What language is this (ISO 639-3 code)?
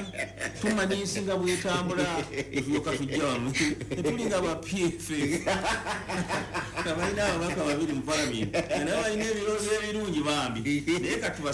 lug